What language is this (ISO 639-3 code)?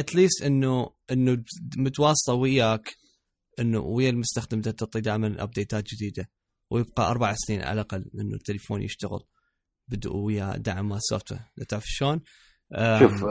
acm